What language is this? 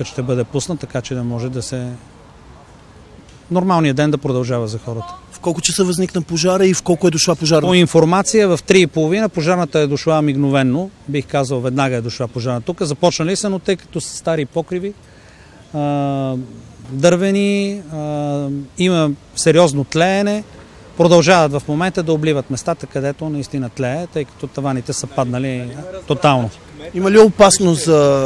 Bulgarian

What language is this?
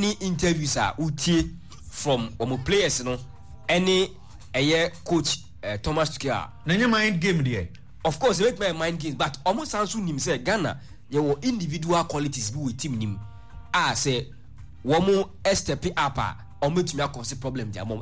Akan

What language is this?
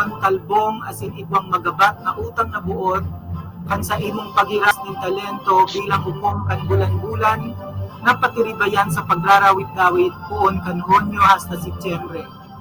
Bikol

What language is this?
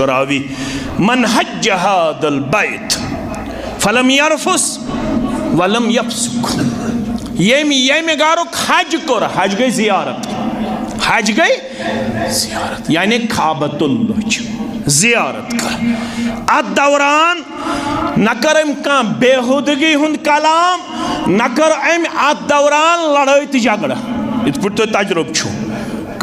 Kashmiri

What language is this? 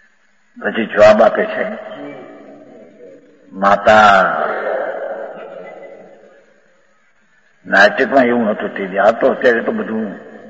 Gujarati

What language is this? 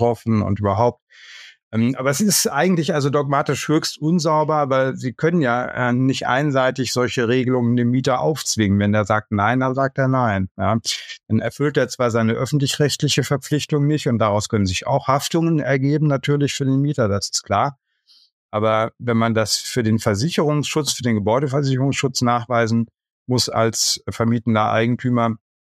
German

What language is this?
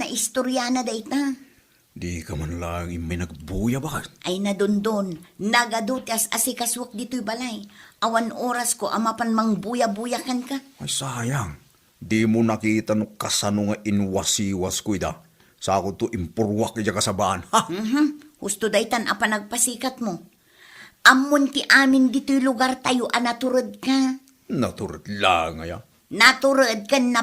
Iloko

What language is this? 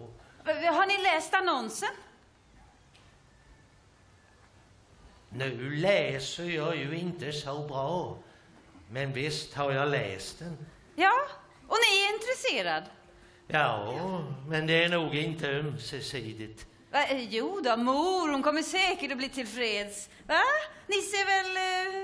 Swedish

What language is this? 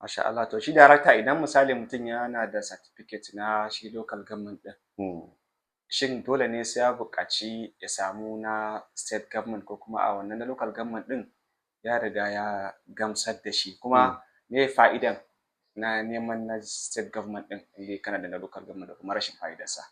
Hausa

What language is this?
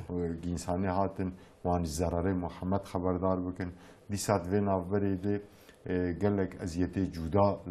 Kurdish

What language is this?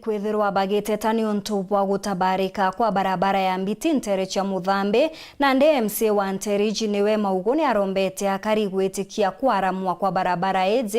Meru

